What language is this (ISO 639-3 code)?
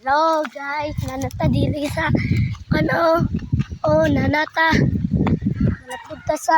ceb